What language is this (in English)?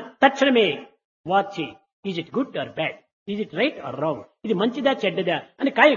Telugu